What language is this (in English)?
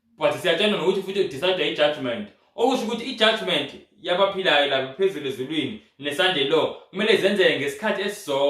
Zulu